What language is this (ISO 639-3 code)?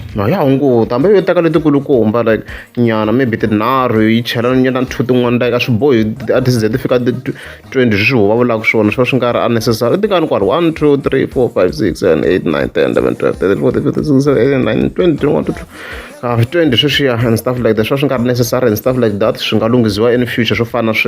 tso